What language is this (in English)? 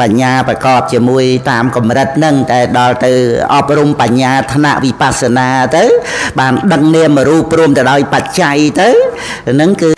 Khmer